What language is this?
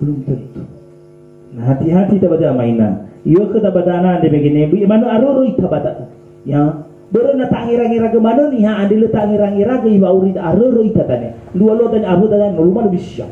Nias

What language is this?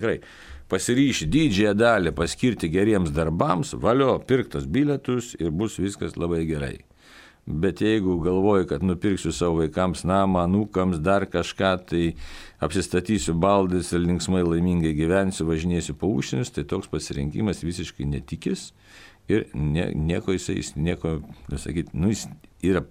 Lithuanian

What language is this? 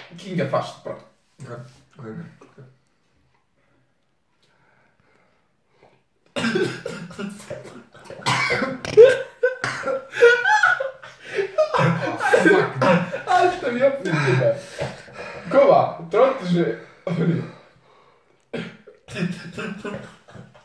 Icelandic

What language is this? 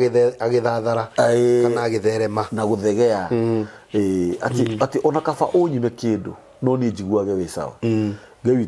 Kikuyu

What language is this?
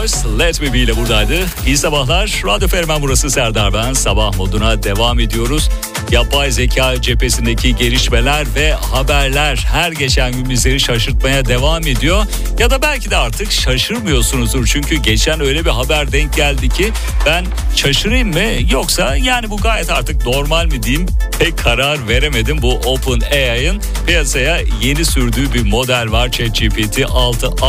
Turkish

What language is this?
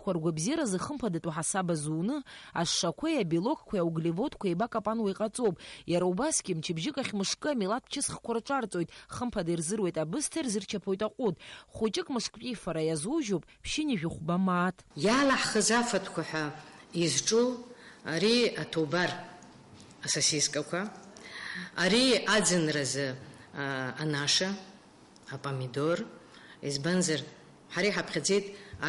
Abkhazian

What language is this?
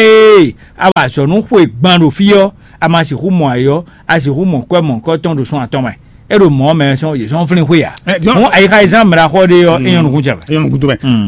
Fon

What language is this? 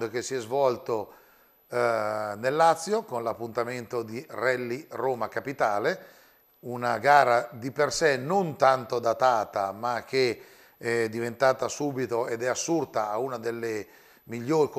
Italian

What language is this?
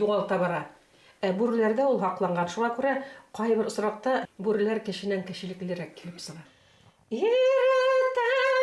Bashkir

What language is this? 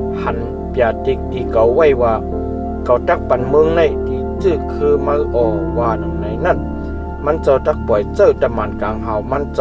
Shan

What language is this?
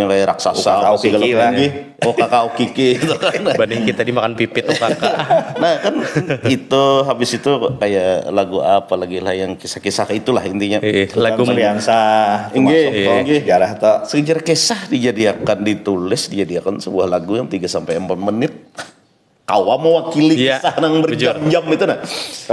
Banjar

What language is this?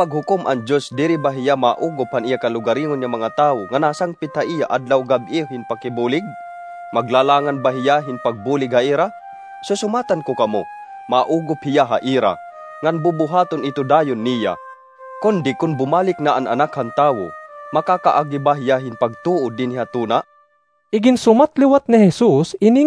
Waray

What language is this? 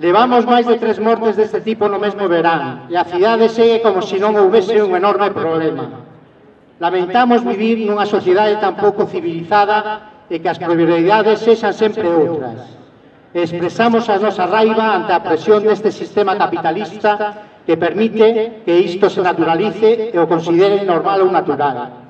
Galician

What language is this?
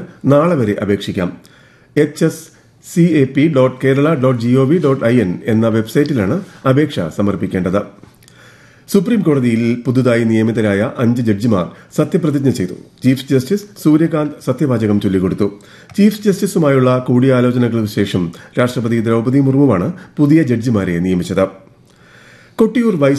Malayalam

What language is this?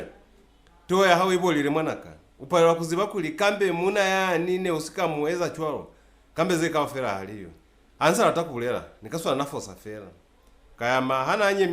Lozi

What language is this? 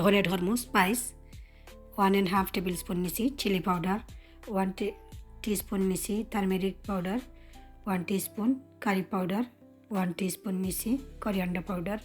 Sylheti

